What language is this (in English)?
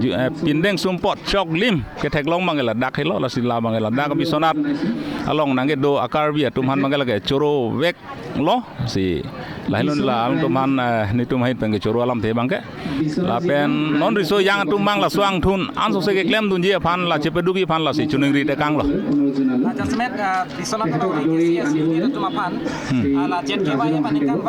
Karbi